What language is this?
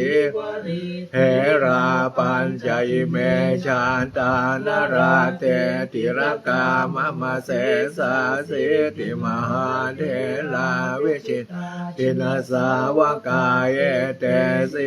Pali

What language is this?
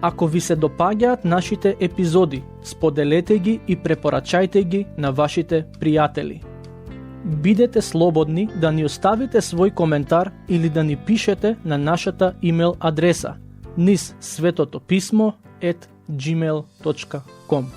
Macedonian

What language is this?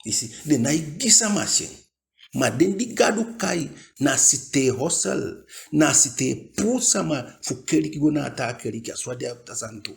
Eastern Maroon Creole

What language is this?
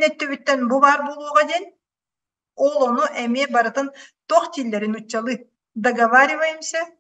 Yakut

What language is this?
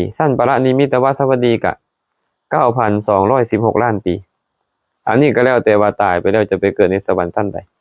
Lao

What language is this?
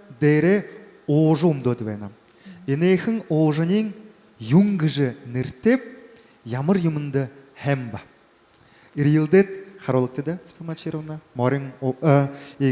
Buriat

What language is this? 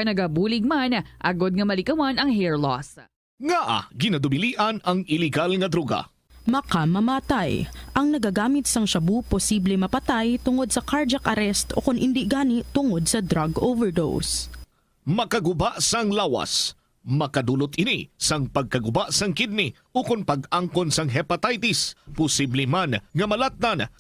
Hiligaynon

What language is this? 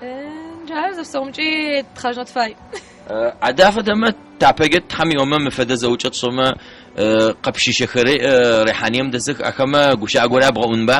Adyghe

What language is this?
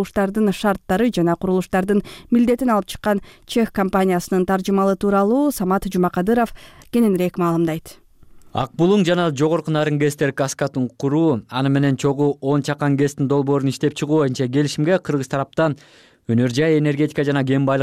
Kyrgyz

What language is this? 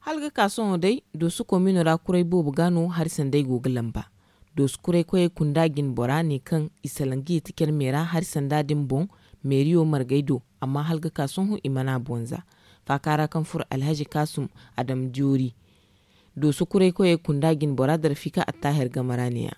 Zarma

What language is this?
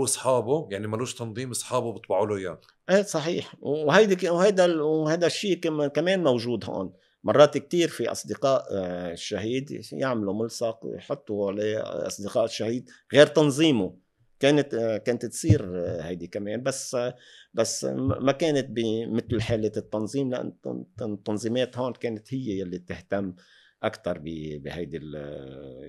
North Levantine Arabic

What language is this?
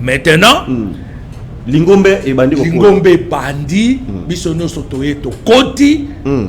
Lingala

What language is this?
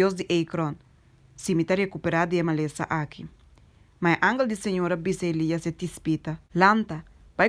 Papiamento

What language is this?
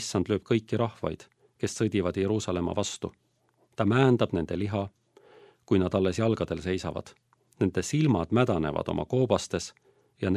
Estonian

